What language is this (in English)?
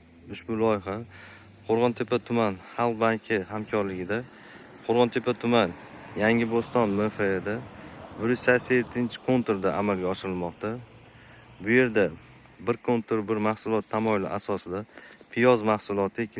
Uzbek